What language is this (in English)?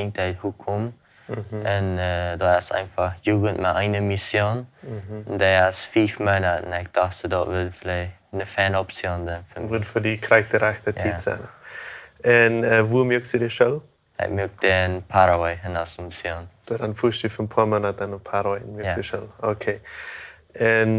Plautdietsch